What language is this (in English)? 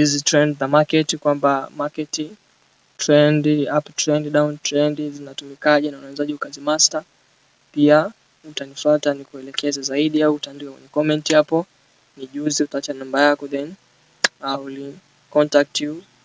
Swahili